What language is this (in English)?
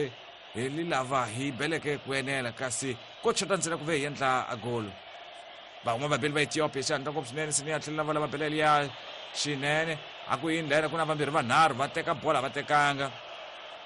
Tsonga